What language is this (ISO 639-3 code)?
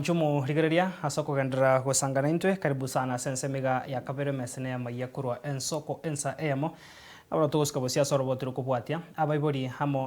guz